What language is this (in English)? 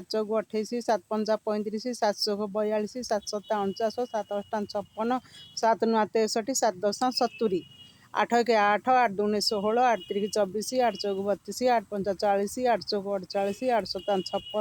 Odia